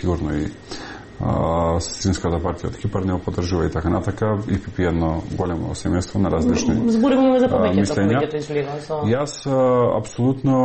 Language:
Macedonian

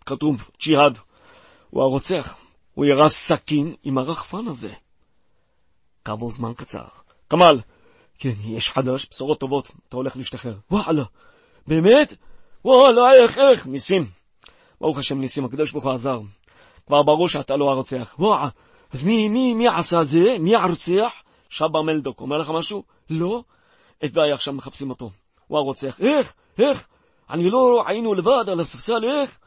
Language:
Hebrew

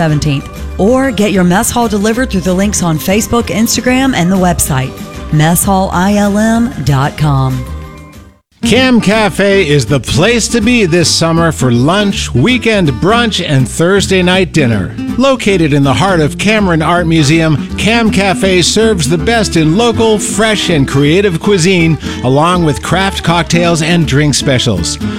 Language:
English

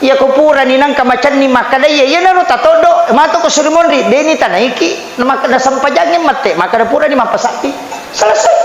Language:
Buginese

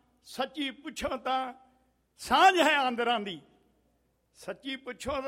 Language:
Punjabi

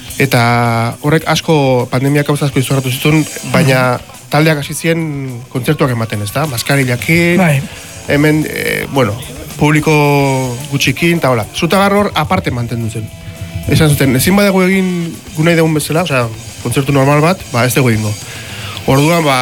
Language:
Basque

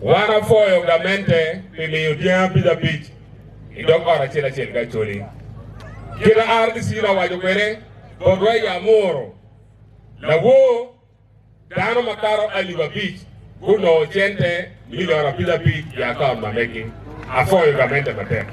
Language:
Acoli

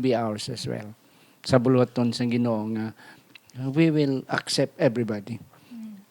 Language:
Hiligaynon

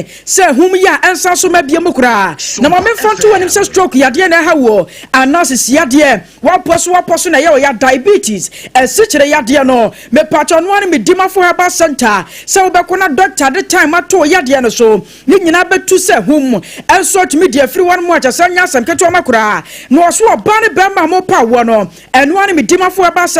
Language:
Akan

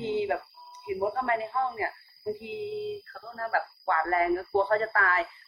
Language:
Thai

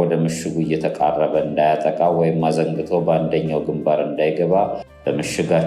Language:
Amharic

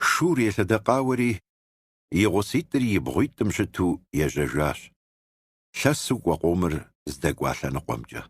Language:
Kabardian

